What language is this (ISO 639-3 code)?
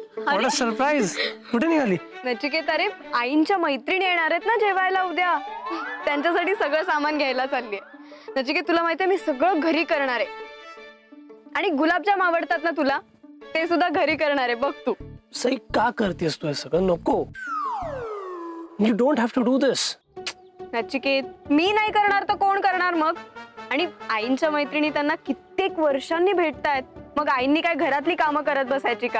mar